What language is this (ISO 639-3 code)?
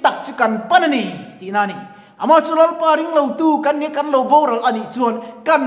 lus